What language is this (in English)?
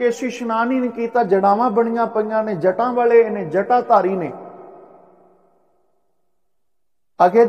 Punjabi